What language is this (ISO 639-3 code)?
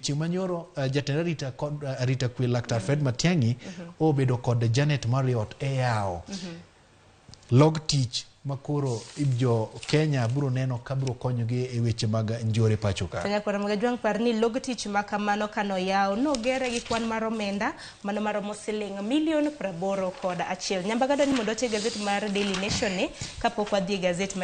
luo